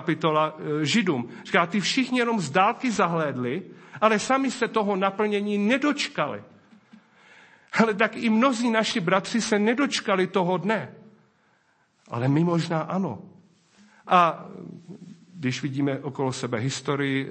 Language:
Czech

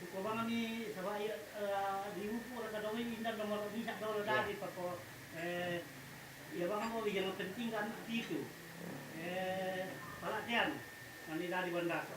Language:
Toraja-Sa'dan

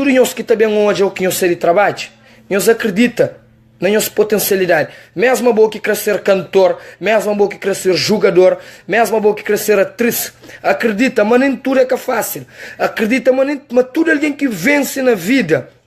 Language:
Kabuverdianu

